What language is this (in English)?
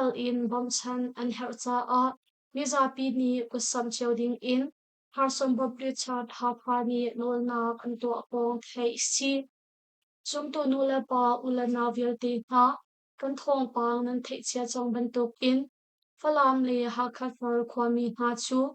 Hakha Chin